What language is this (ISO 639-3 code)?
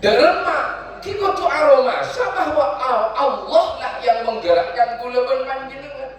mad